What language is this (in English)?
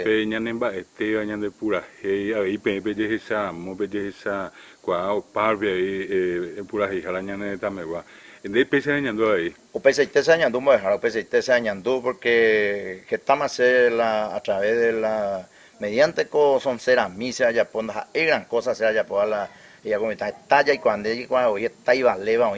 Guarani